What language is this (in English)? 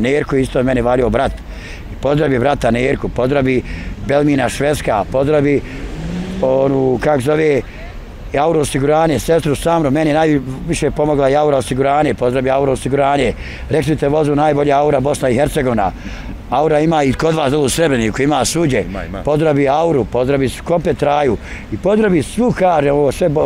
Bosnian